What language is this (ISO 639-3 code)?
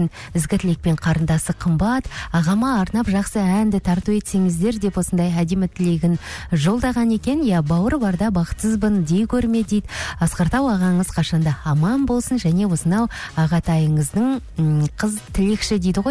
kaz